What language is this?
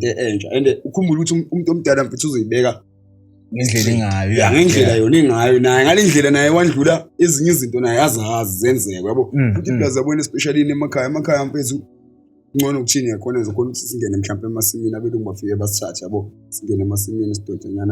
Zulu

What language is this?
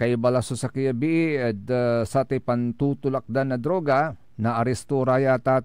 Pangasinan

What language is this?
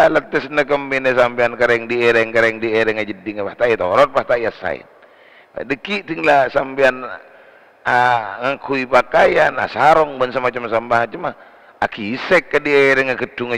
Madurese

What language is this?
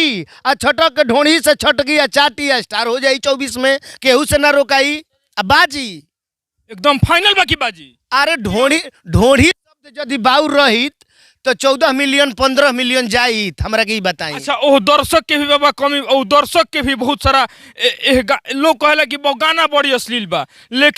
Bhojpuri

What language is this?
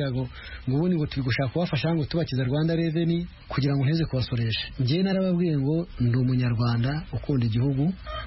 Kinyarwanda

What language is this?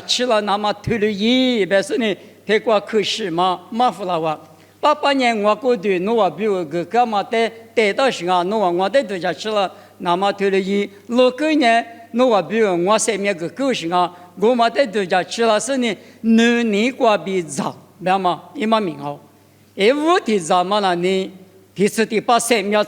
Lisu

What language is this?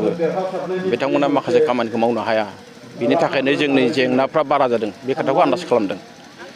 Bodo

